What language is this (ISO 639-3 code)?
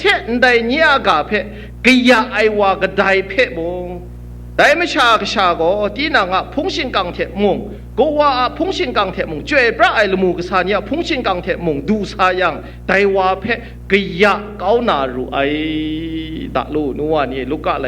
kac